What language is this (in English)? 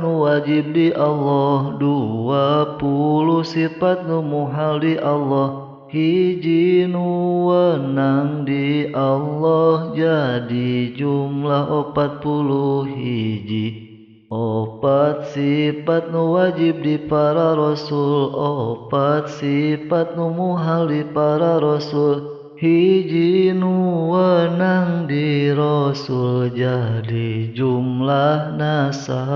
Sundanese